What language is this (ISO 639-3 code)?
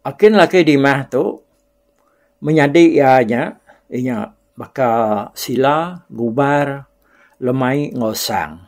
iba